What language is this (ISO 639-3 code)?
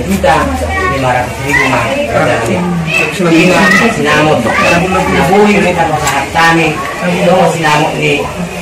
bbc